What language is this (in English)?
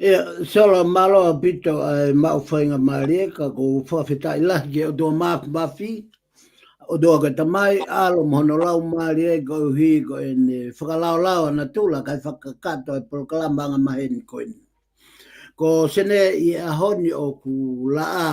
Tongan